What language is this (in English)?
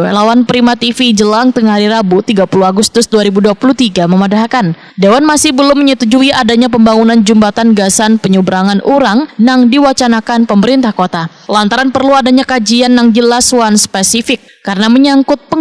Banjar